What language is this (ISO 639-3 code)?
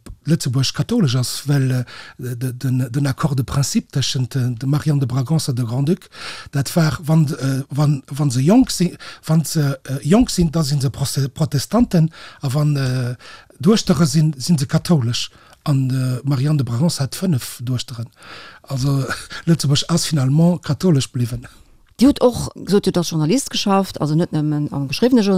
ltz